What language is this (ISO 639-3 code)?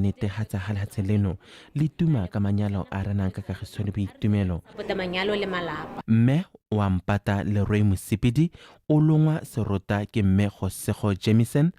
tsn